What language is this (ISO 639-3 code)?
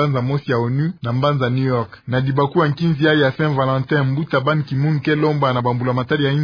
ktu